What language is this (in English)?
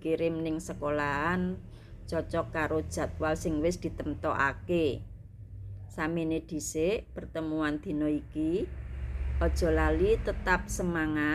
Javanese